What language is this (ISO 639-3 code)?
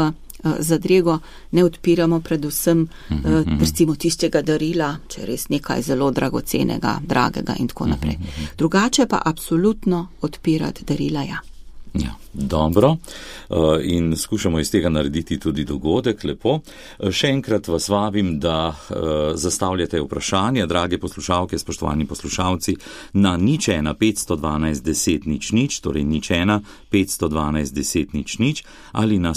slv